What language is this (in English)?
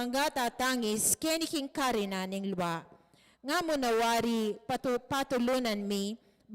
Pampanga